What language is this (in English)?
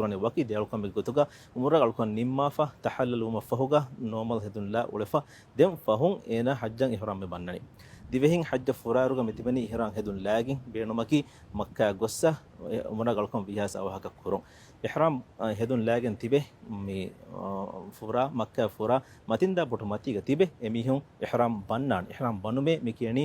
Divehi